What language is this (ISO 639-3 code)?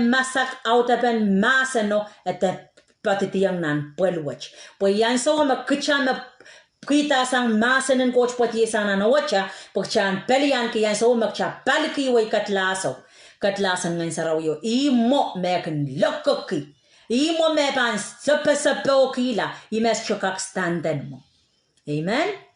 pon